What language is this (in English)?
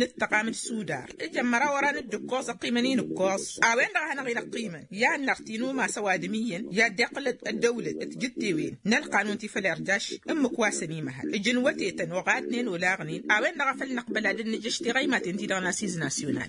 Tamasheq